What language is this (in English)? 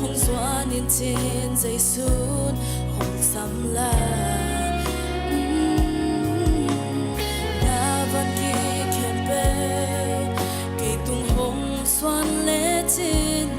Tedim Chin